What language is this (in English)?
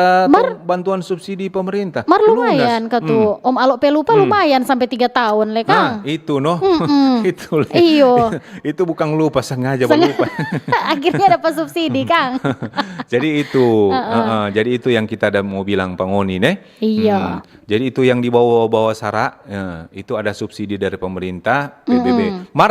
Manado Malay